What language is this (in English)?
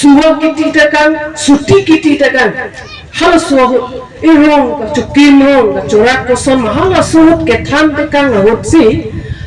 Karbi